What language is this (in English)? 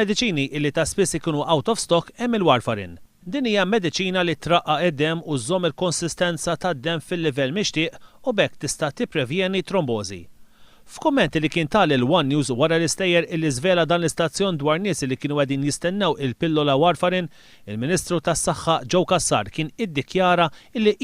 Maltese